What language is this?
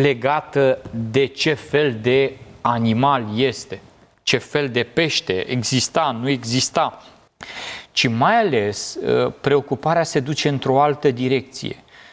Romanian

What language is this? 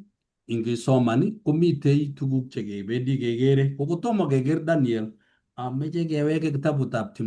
Kalenjin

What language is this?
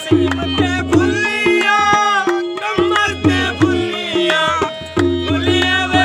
Saraiki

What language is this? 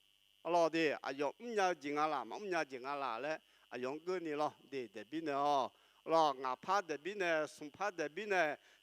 Akha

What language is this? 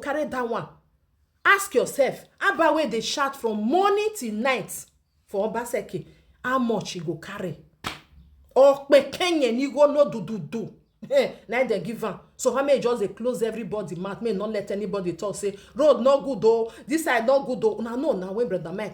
Nigerian Pidgin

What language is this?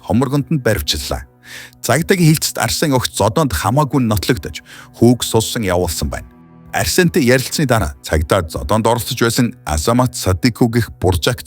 Mongolian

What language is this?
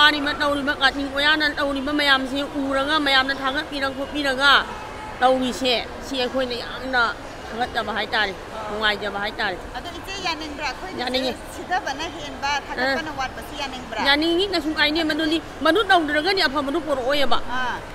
Manipuri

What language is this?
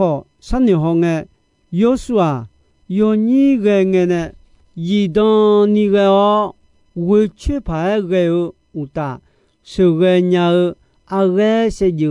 Akha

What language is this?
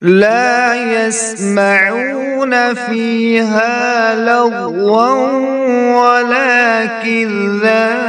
Kashmiri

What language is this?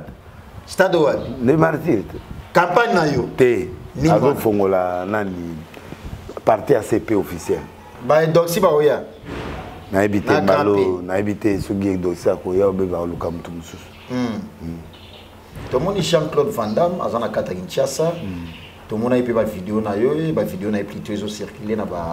Lingala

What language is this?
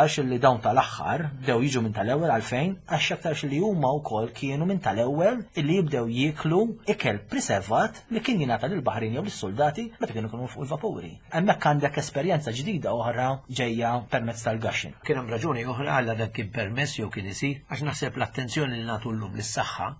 Maltese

